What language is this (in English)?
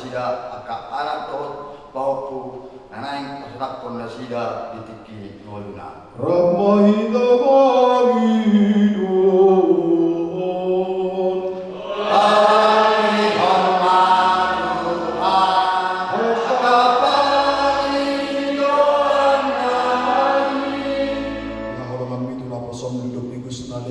Batak Toba